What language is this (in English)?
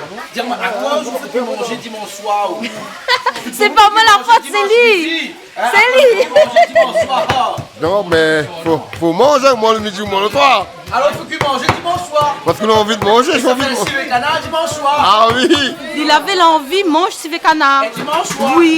Réunion Creole French